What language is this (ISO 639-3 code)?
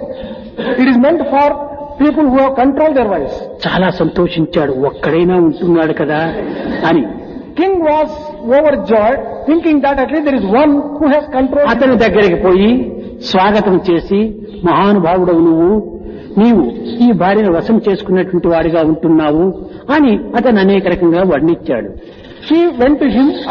tel